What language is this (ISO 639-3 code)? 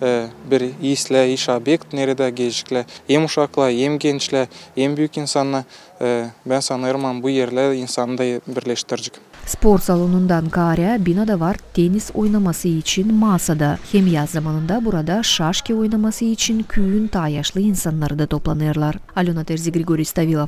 gag